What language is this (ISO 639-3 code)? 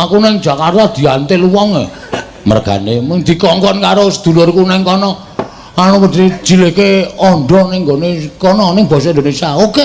jav